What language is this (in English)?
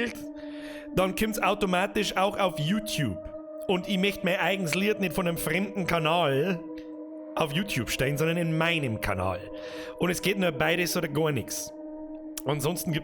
Bavarian